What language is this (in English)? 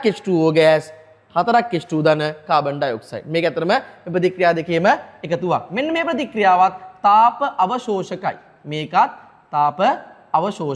Sinhala